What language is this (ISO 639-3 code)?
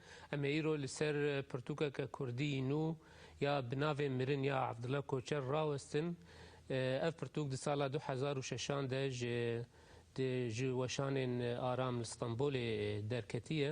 kur